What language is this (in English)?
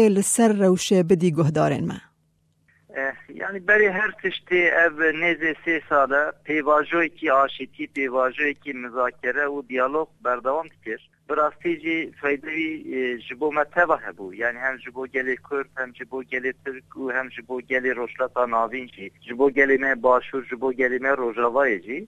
Kurdish